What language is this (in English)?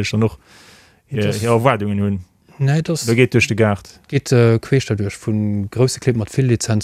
Luxembourgish